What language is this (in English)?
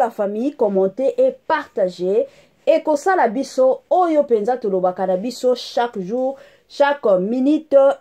Lingala